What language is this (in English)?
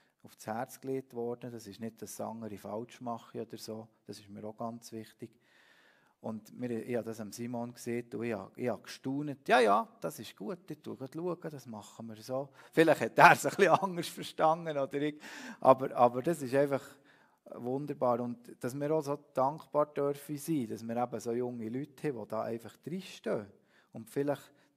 Swiss German